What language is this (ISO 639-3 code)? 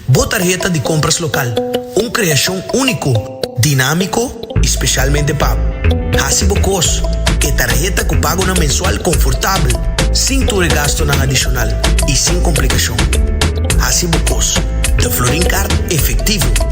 pap